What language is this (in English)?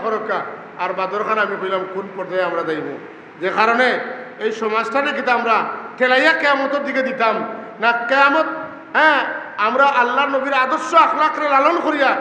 Sylheti